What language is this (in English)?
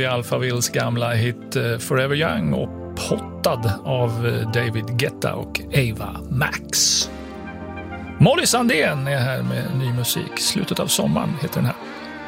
Swedish